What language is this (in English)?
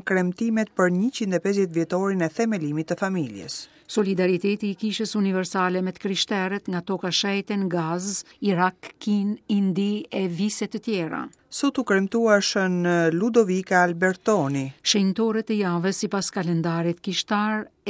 Albanian